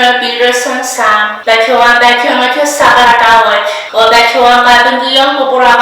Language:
Pohnpeian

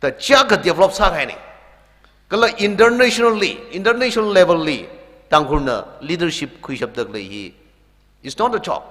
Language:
Tangkhul Naga (India)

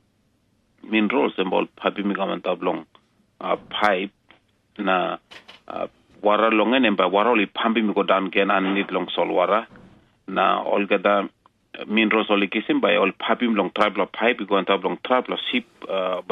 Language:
Tok Pisin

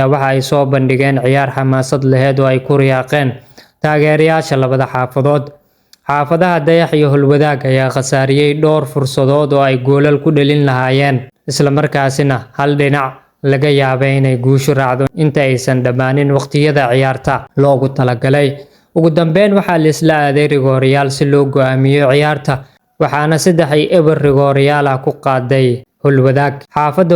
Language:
Somali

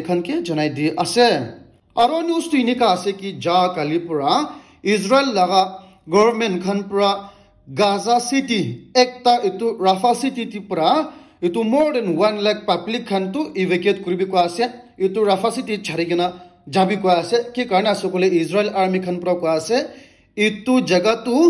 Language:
Naga Pidgin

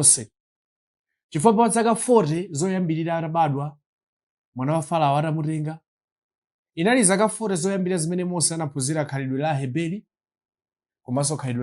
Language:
Nyanja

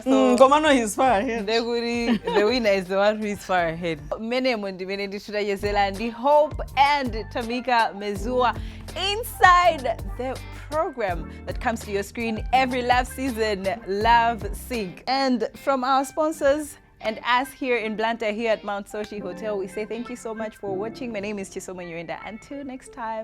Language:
Nyanja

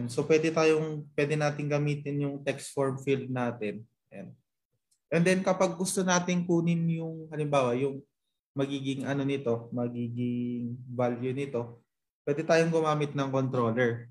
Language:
Filipino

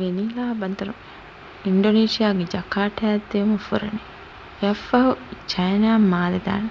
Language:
Divehi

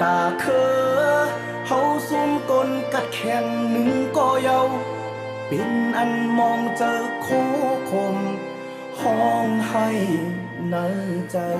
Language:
Shan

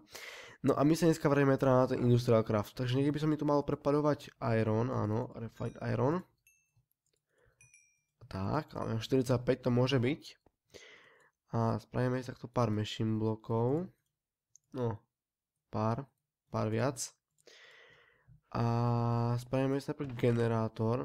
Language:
Slovak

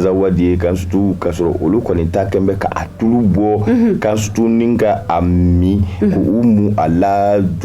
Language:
Bambara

